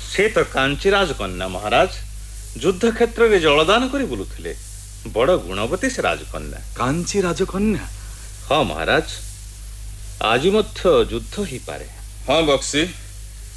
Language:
Odia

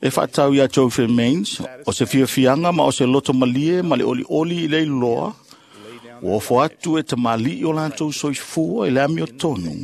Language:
Samoan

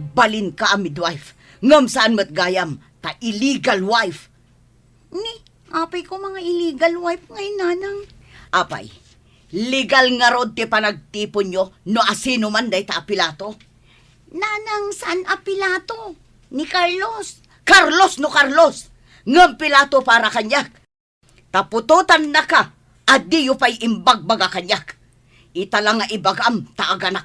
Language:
Iloko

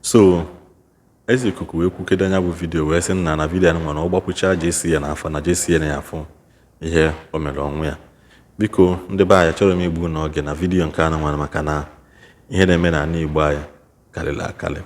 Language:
Igbo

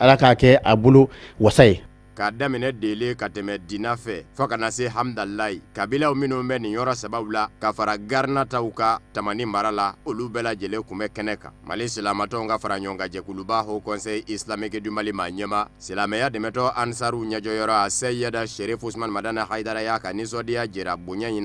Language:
Bambara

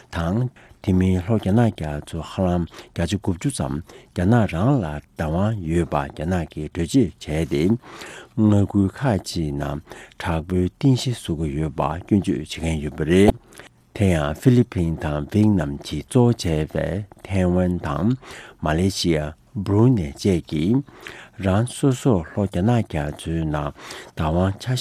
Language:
Tibetan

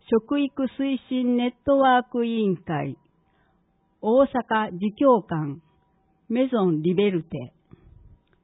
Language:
Japanese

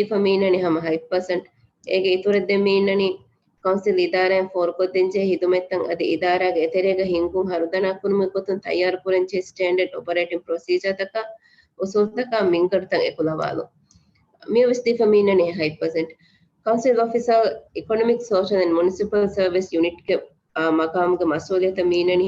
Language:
Divehi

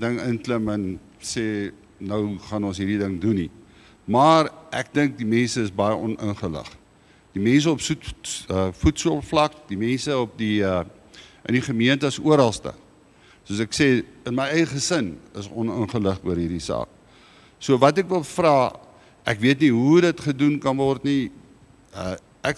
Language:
Afrikaans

